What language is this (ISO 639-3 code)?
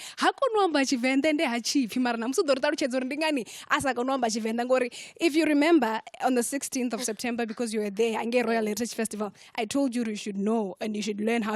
ven